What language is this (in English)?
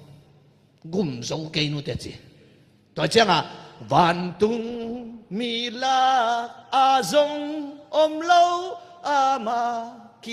Tedim Chin